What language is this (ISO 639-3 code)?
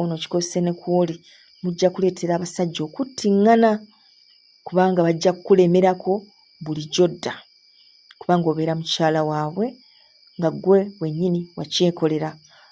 lug